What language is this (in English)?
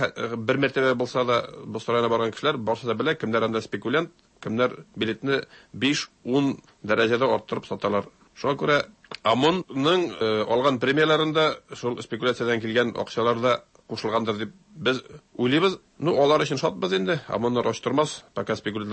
Tatar